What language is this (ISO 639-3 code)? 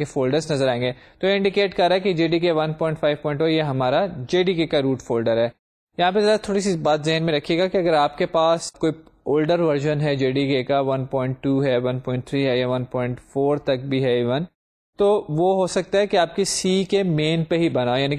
urd